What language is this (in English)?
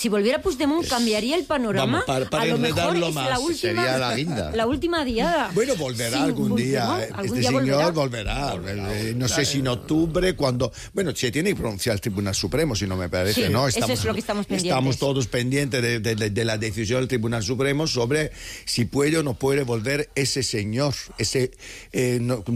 Spanish